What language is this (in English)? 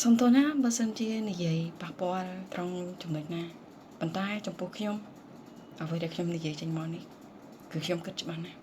Khmer